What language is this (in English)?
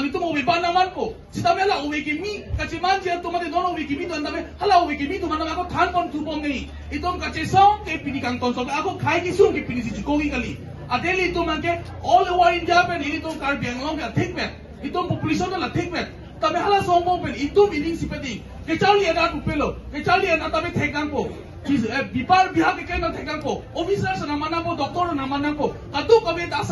Karbi